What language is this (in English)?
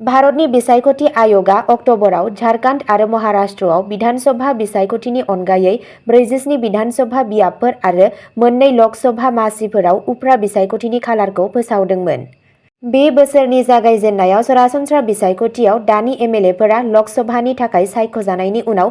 Bodo